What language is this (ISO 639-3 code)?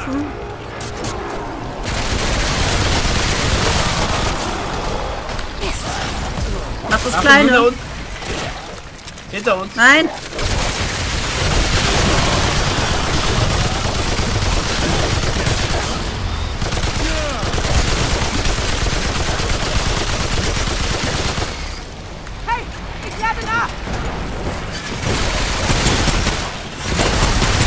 deu